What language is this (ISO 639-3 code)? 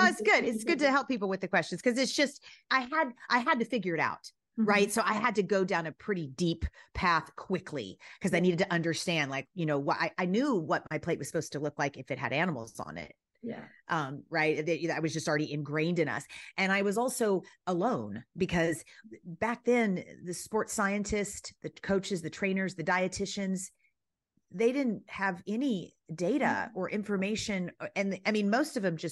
eng